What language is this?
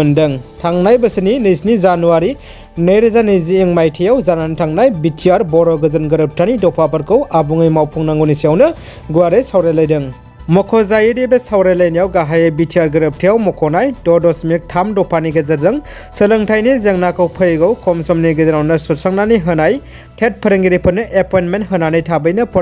Bodo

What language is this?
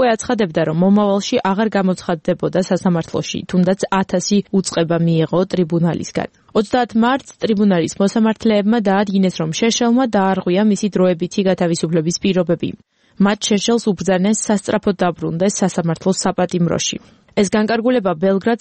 Georgian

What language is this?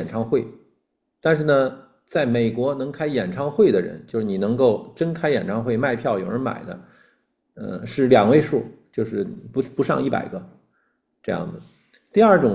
Chinese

